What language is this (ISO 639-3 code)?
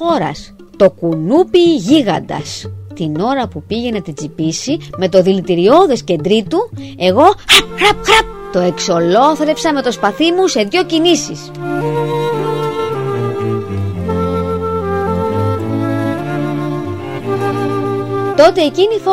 ell